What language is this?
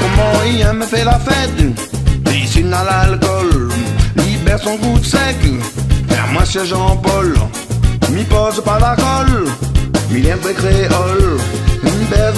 Réunion Creole French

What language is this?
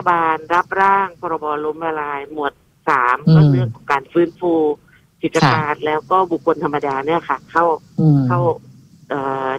Thai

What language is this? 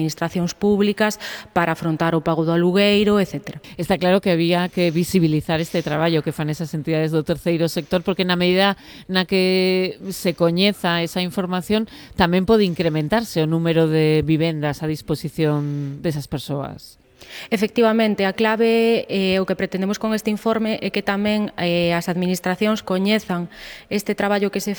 Galician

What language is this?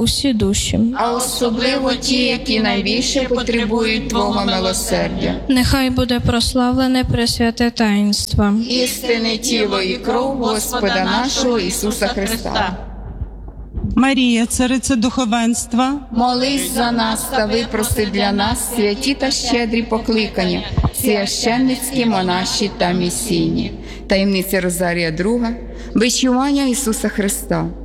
Ukrainian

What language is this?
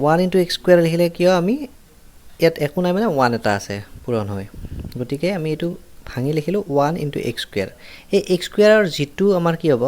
Assamese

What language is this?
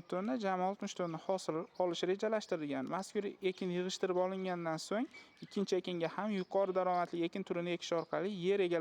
Uzbek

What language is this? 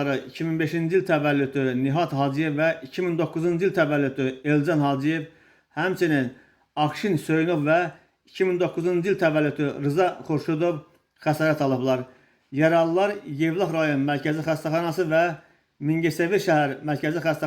Azerbaijani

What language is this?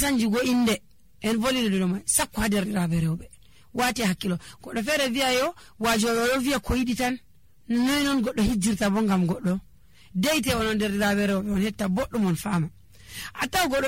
Nigerian Fulfulde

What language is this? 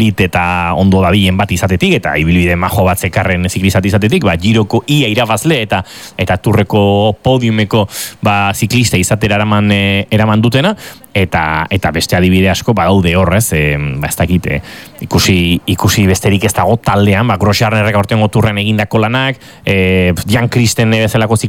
Basque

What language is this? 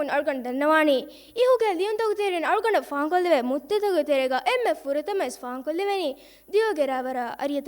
Divehi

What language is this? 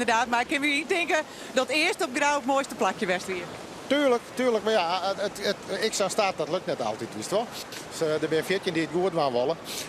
Western Frisian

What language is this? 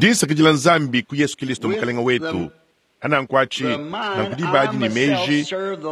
Luba-Lulua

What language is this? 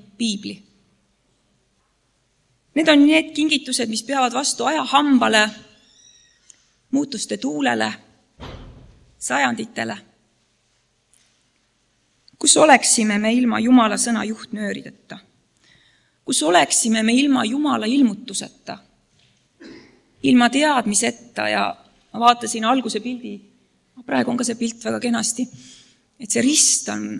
Estonian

